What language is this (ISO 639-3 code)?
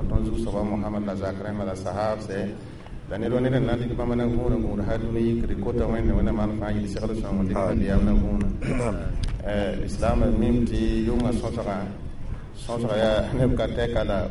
mos